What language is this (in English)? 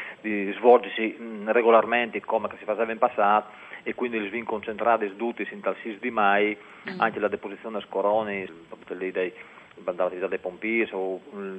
Friulian